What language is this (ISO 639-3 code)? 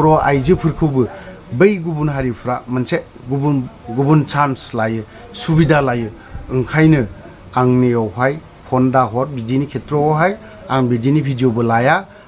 brx